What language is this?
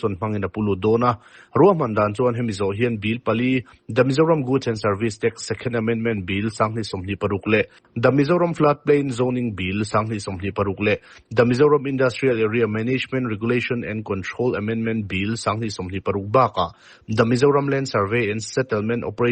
Mizo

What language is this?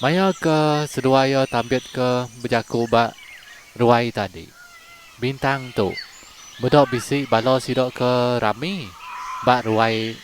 Iban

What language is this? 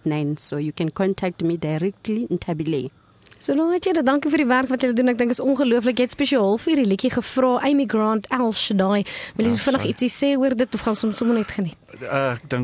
Afrikaans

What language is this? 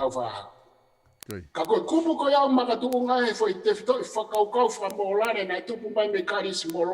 Tongan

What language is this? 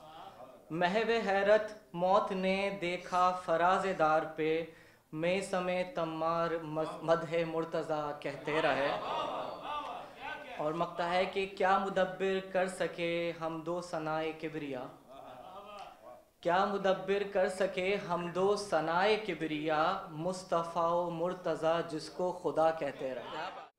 Urdu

